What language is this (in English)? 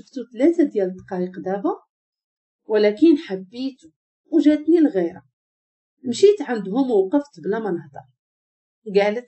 Moroccan Arabic